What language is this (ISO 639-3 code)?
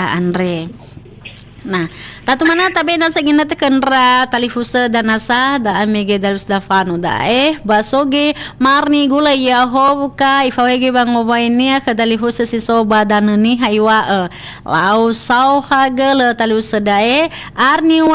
nia